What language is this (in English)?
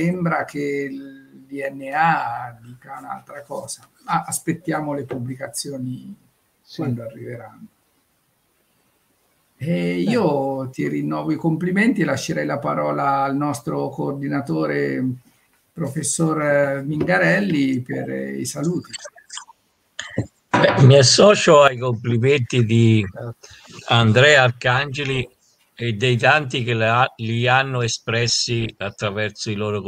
Italian